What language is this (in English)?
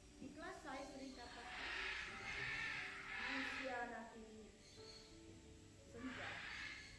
Indonesian